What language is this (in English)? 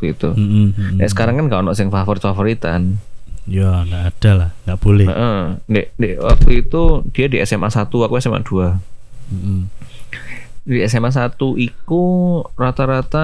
Indonesian